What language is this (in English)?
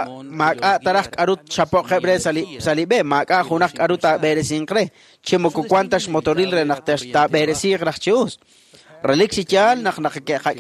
Kekchí